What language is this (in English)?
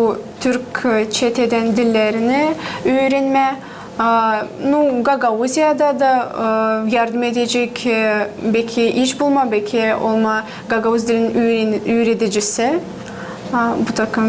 Gagauz